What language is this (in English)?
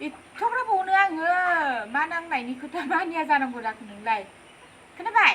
Bodo